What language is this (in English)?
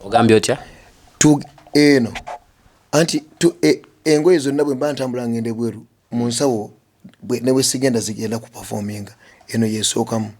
Ganda